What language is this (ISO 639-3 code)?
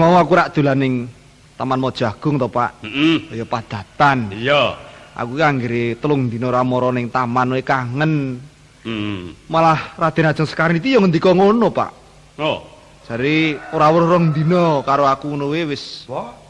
jav